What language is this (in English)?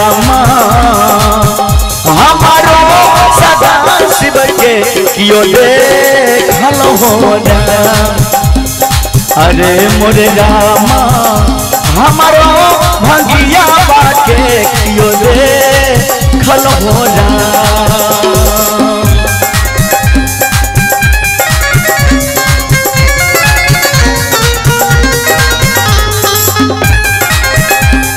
Bhojpuri